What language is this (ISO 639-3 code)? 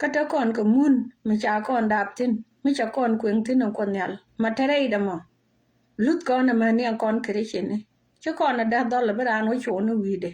nus